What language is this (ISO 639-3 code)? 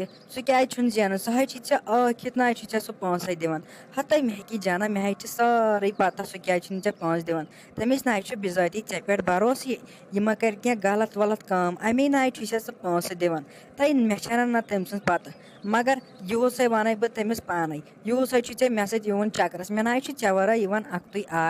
kas